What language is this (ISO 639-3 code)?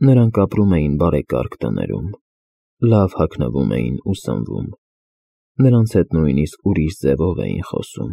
hye